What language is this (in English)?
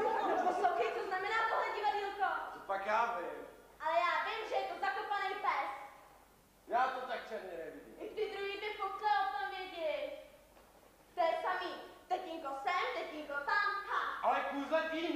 Czech